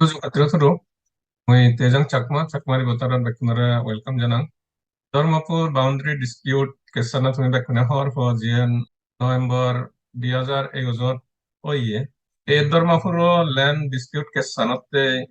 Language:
Chakma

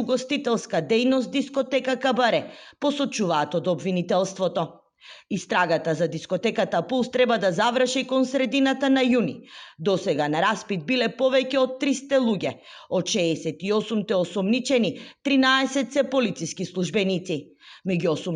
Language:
Macedonian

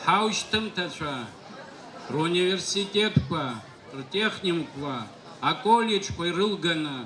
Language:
Abkhazian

